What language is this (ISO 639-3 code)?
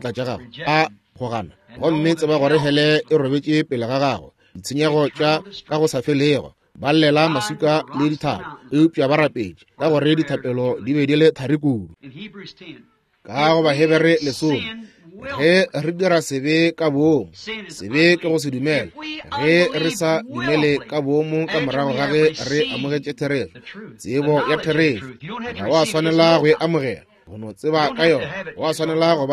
nso